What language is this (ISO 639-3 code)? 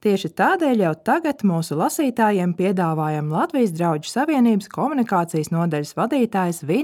lav